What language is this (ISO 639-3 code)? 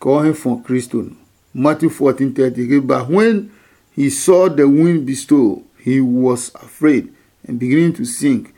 ada